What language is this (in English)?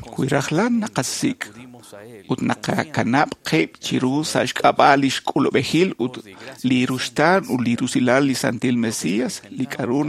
Kekchí